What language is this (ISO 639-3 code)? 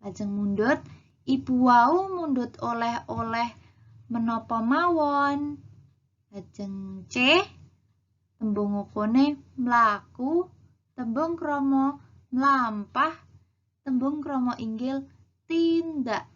jav